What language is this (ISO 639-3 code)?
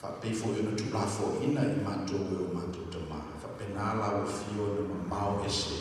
smo